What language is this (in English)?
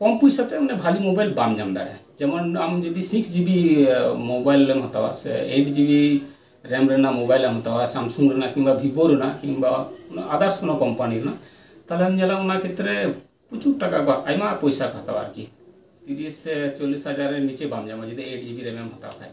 Santali